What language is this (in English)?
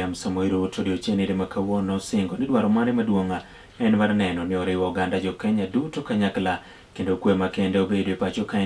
Luo (Kenya and Tanzania)